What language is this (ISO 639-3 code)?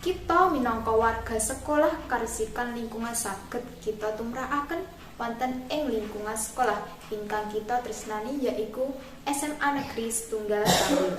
jav